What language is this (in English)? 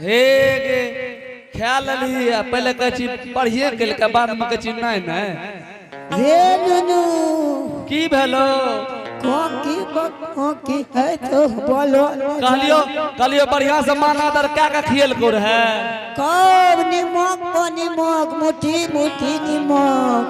Angika